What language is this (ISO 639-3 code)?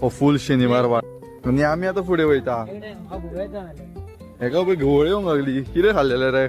kok